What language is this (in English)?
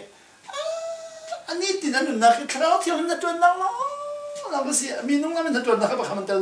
Falam Chin